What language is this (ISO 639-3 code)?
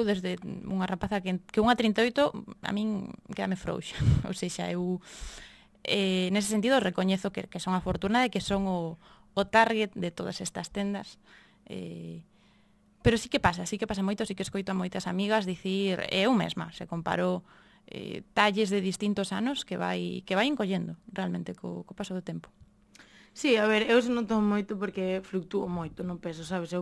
glg